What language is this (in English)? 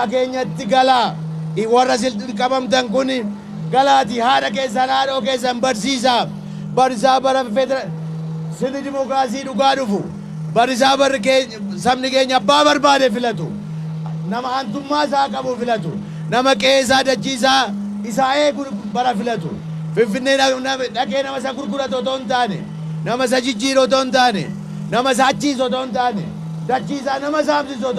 Oromo